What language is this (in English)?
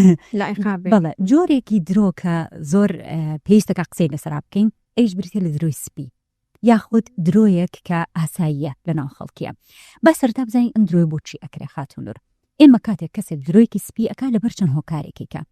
Central Kurdish